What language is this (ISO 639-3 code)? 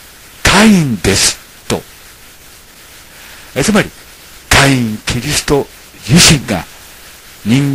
jpn